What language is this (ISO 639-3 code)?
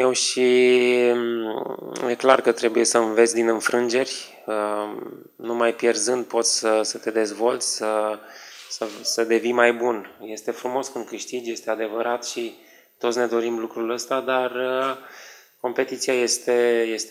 ron